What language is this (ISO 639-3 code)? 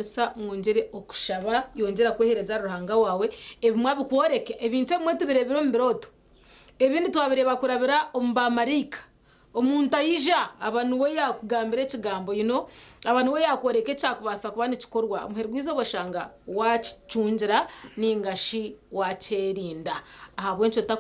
nyn